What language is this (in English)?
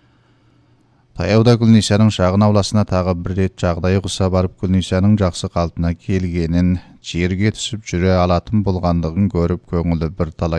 Kazakh